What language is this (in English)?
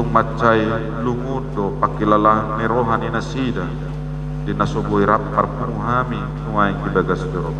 Batak Toba